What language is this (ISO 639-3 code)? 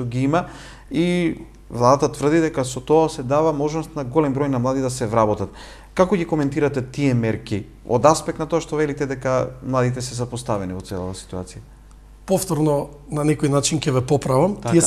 mkd